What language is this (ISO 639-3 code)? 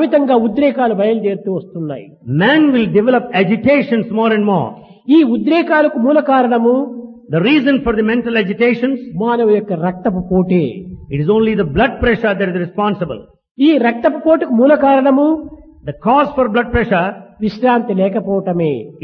tel